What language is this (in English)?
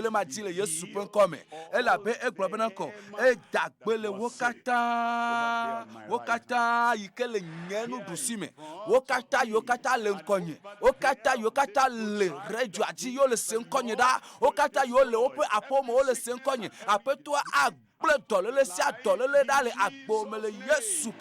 Ewe